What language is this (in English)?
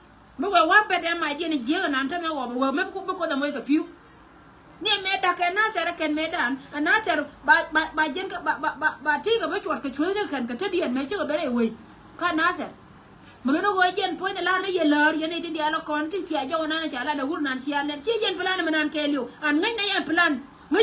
Nuer